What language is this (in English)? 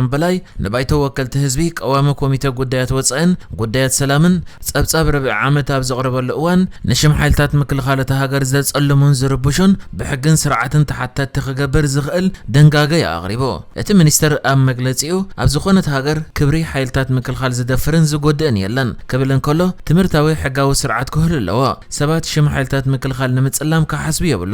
Tigrinya